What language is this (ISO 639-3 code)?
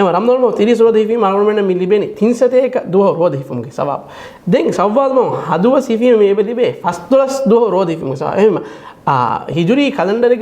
div